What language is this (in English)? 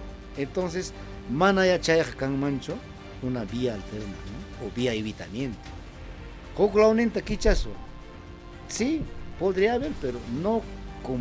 Ayacucho Quechua